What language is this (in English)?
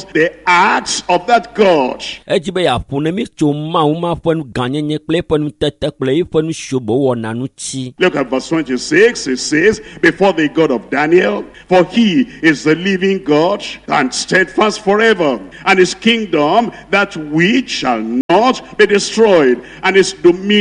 Ewe